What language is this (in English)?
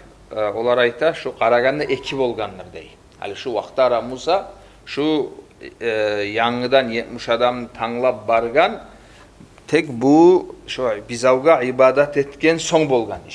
Kumyk